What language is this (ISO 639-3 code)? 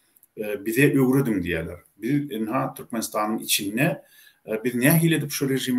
tuk